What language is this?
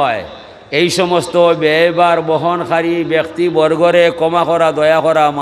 Sylheti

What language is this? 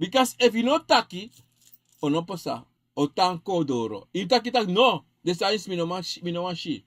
Sranan Tongo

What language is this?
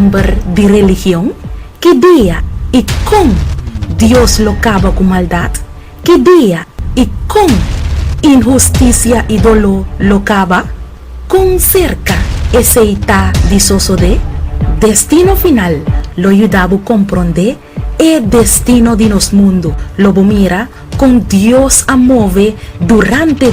Papiamento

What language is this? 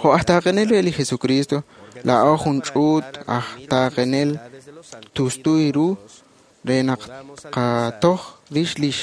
Kekchí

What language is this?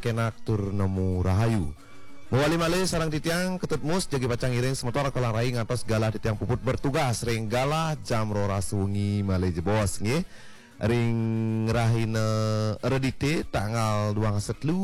Balinese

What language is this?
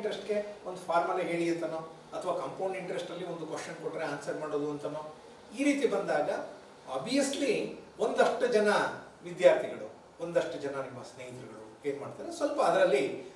Kannada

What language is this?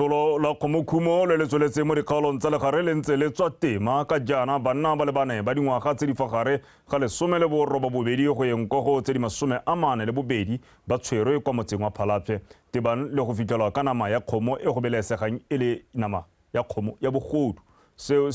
Tswana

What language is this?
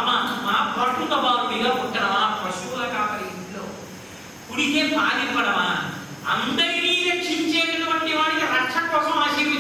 Telugu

